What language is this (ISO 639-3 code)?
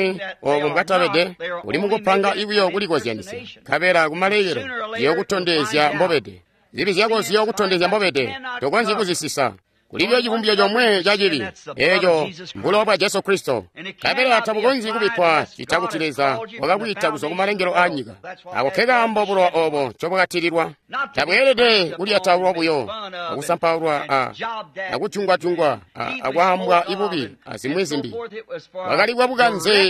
toi